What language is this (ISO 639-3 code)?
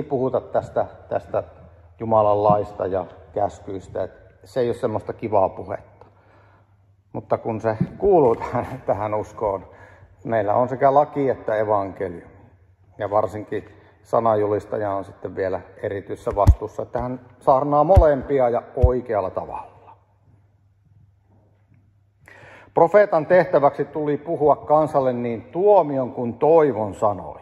fin